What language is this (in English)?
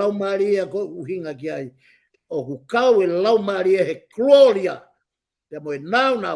Tongan